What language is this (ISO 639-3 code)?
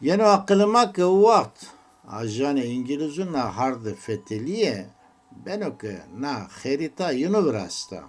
zza